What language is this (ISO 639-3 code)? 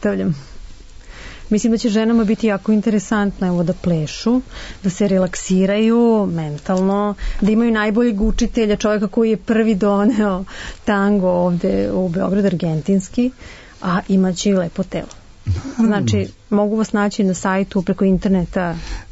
srp